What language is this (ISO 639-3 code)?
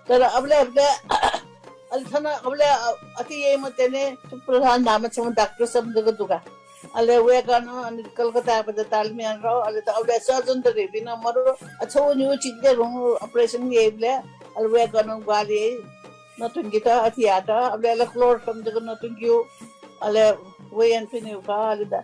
new